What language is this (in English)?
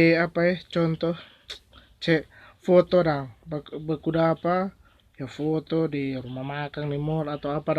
Manado Malay